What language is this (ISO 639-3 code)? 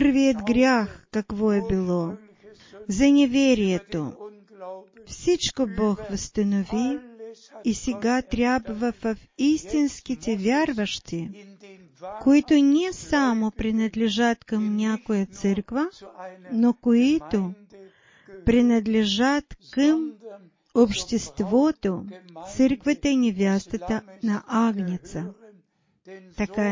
bul